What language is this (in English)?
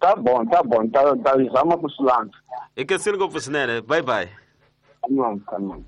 Tsonga